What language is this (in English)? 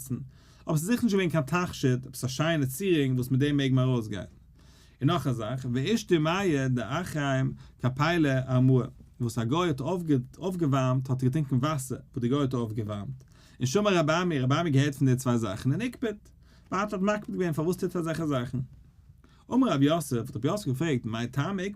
Yiddish